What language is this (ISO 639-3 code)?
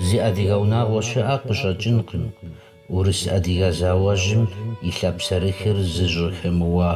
kbd